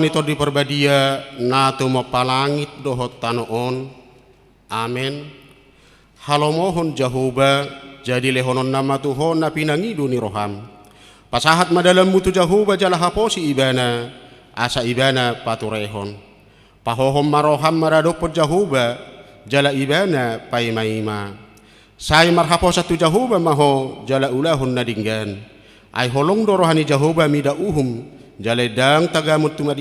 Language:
Batak Toba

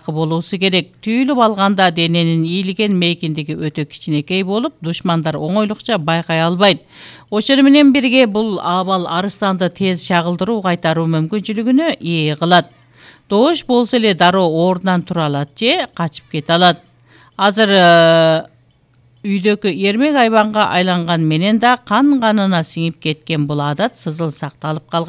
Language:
Kyrgyz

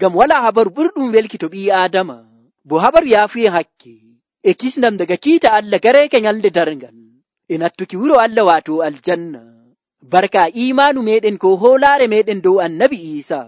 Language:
Nigerian Fulfulde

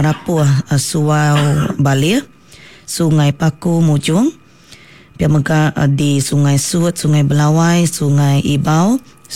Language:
Iban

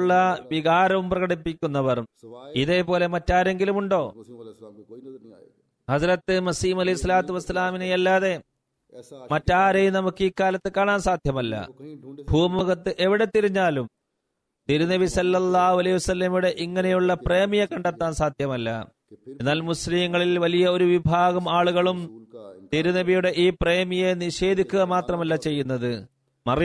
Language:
Malayalam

